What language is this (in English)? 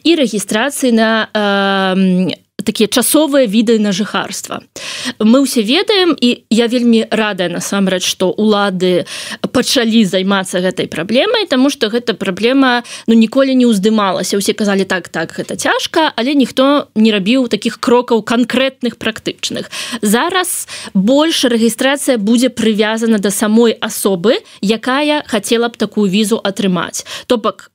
Belarusian